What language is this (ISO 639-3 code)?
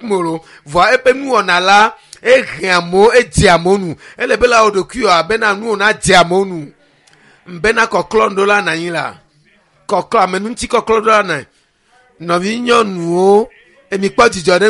ewe